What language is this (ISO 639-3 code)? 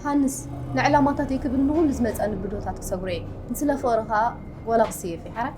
tir